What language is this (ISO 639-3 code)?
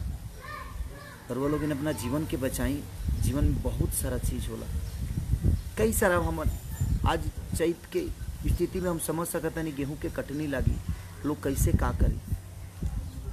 bho